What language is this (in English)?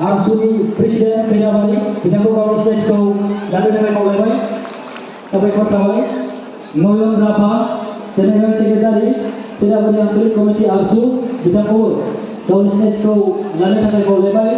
Bodo